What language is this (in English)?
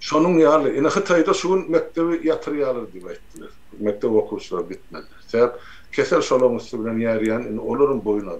Turkmen